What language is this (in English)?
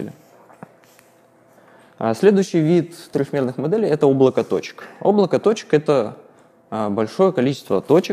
Russian